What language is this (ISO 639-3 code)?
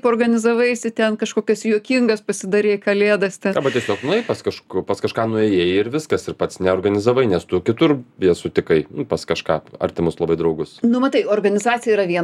lit